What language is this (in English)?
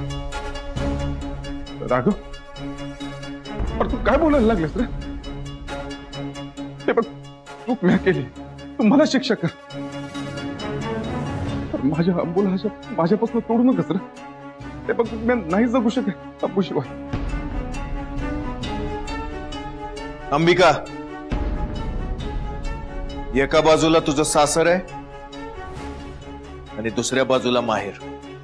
Marathi